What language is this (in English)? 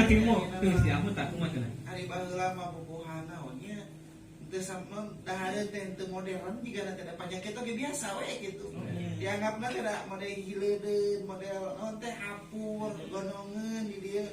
Sundanese